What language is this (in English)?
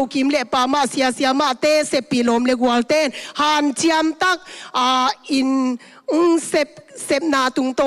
Tedim Chin